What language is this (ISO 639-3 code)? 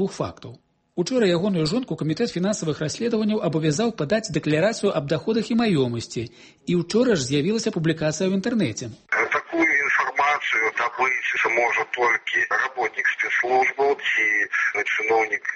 bel